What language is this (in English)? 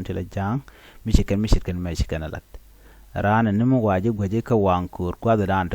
Nuer